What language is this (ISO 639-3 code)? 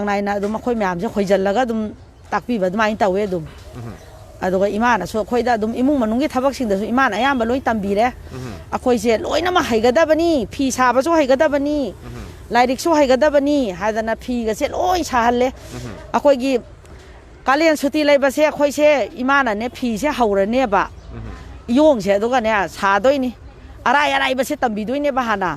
mni